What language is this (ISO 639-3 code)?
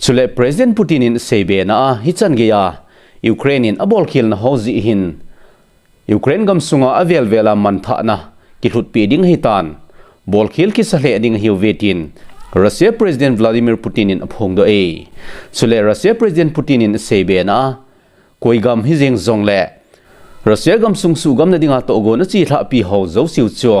tcz